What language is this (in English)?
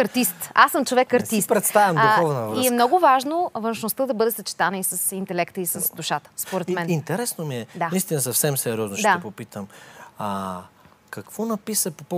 Bulgarian